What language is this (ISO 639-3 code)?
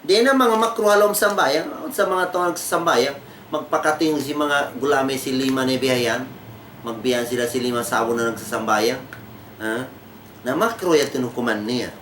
tsg